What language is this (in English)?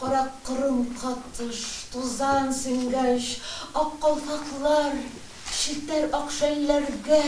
Tatar